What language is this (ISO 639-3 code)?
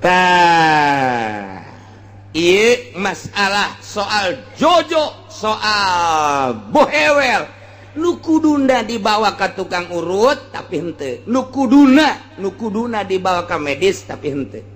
sun